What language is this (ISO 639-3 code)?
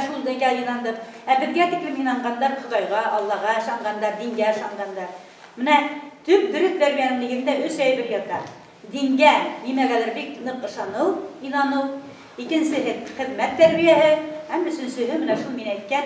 bak